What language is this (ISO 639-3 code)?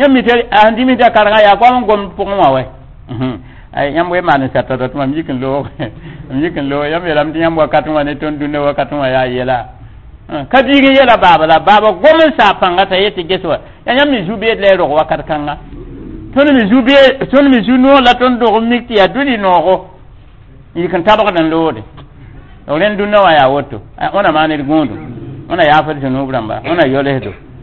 mos